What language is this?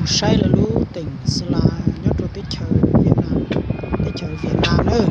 Hmong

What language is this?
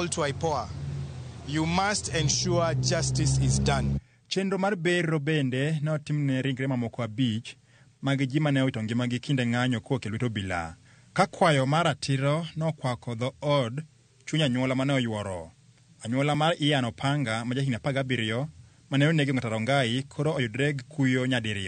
Luo (Kenya and Tanzania)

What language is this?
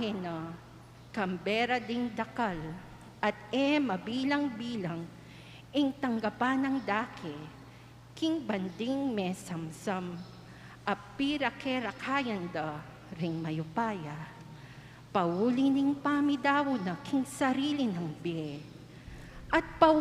Pampanga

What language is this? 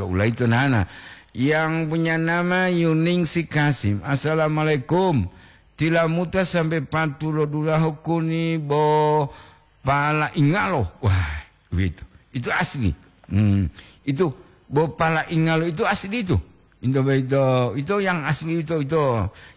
Gorontalo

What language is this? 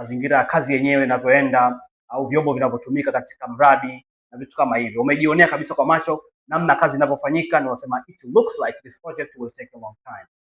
Swahili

